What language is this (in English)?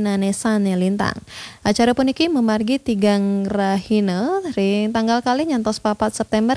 Balinese